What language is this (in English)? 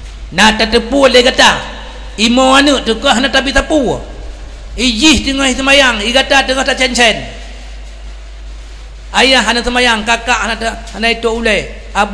Achinese